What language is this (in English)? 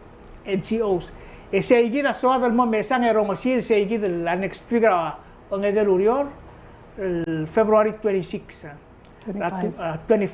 Palauan